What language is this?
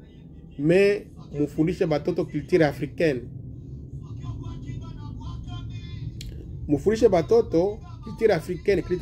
Swahili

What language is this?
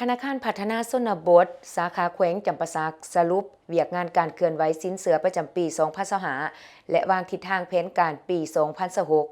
Lao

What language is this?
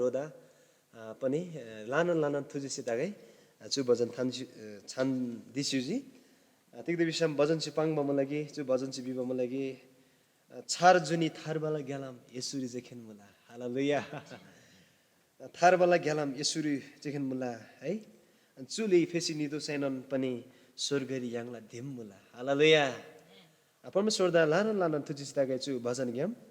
Eastern Tamang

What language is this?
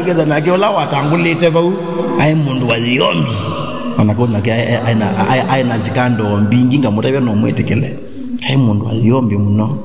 Kamba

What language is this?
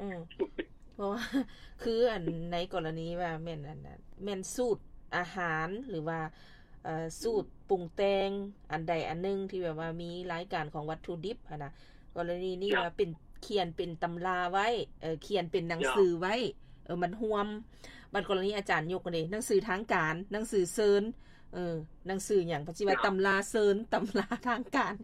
Lao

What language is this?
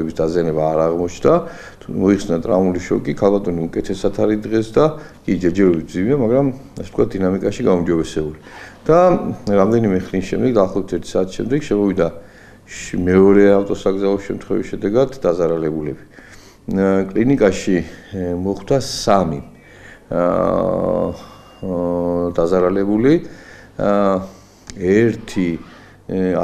Georgian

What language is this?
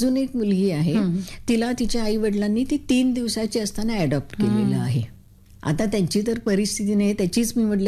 Marathi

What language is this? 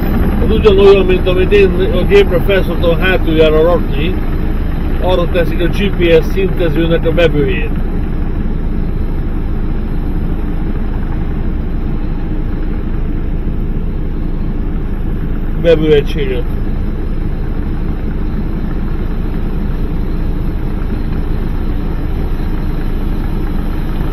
Hungarian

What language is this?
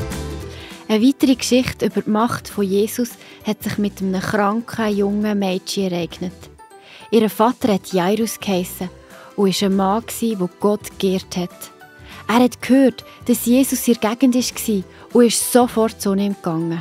Swiss German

